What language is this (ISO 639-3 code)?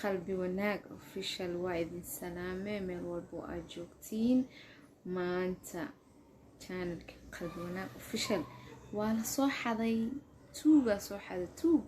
som